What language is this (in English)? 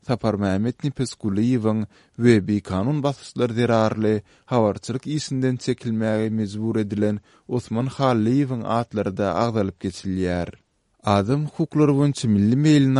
Turkmen